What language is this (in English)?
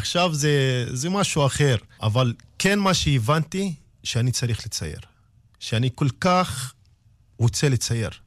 Hebrew